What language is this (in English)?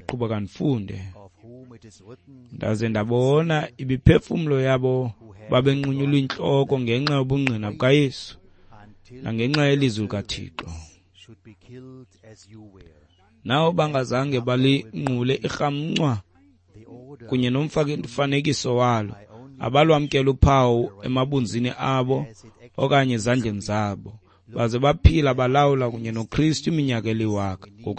Xhosa